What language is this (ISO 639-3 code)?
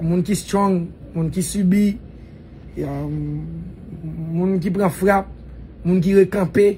hat